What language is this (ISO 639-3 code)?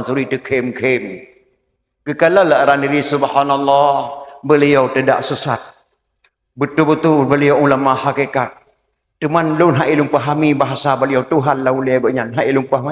ace